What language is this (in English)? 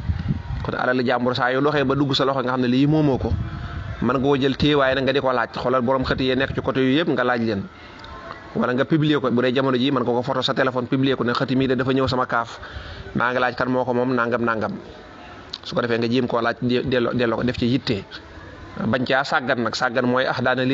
Wolof